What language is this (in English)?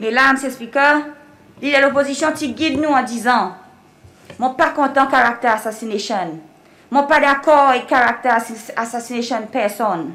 Seselwa Creole French